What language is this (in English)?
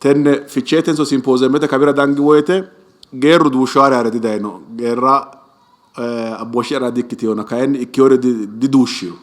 Sidamo